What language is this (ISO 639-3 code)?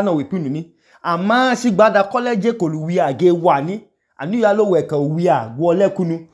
idu